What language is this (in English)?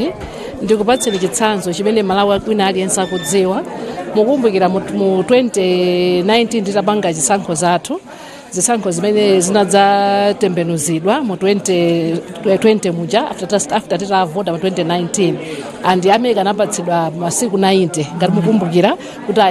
Nyanja